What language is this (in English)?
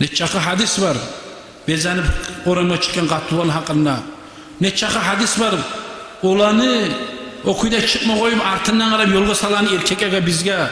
Kumyk